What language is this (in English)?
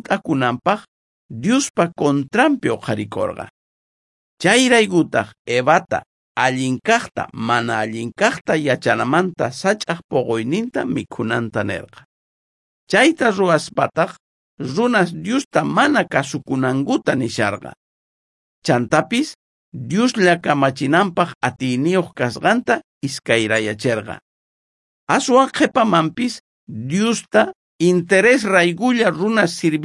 South Bolivian Quechua